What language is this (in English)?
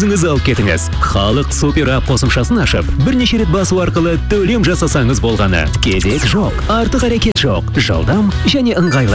Kazakh